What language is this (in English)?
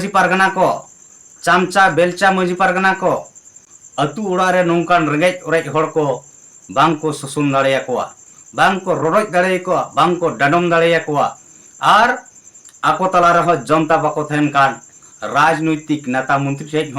Santali